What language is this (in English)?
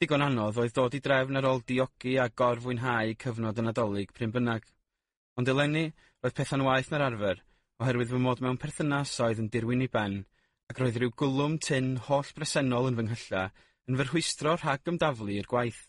Welsh